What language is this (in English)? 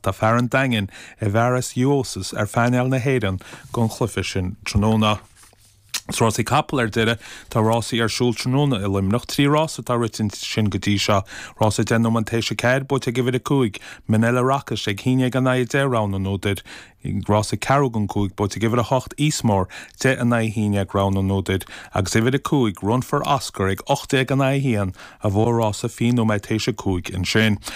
Irish